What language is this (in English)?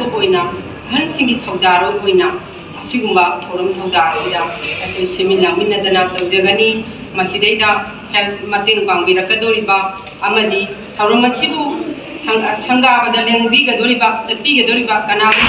Manipuri